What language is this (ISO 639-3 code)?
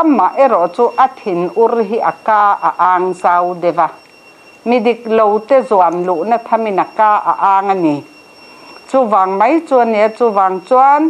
lus